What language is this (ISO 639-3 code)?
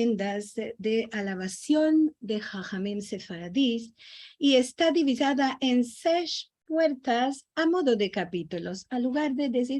lad